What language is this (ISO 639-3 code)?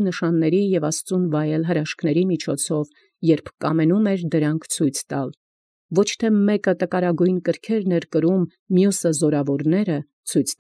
hye